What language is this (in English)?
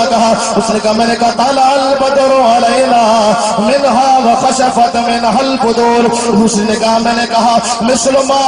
Saraiki